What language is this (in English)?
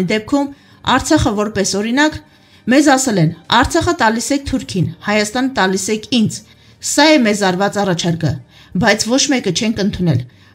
Armenian